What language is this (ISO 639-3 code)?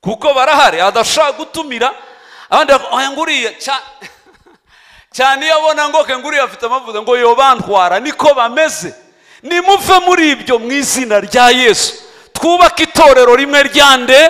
kin